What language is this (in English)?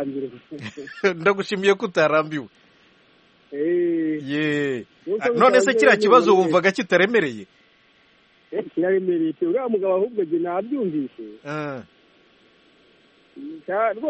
Kinyarwanda